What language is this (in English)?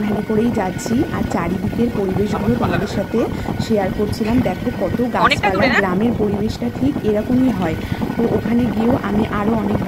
Bangla